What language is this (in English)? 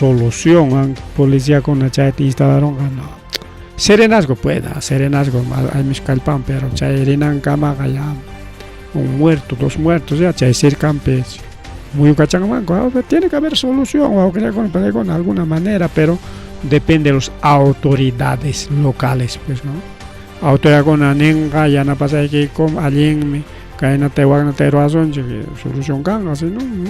Ayacucho Quechua